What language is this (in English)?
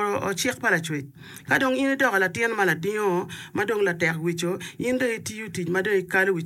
Acoli